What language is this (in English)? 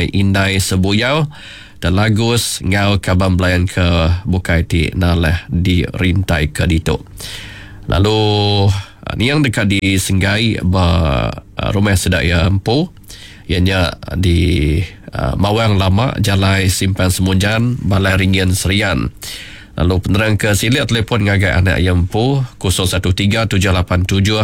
Iban